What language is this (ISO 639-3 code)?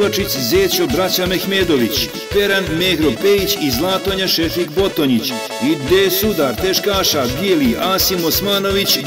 bos